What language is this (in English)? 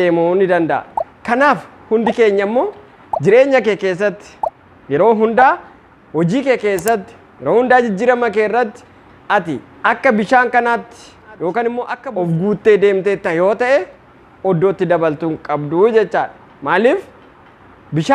Oromo